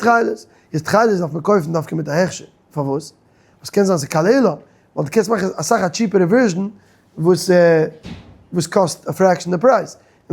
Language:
Yiddish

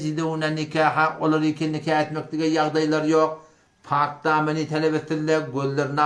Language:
Turkmen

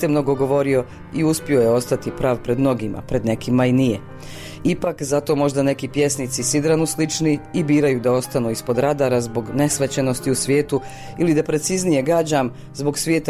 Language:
Bosnian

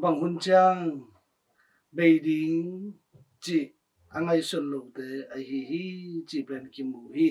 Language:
Tedim Chin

